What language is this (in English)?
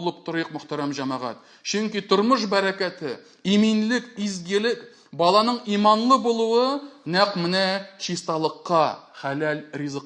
Tatar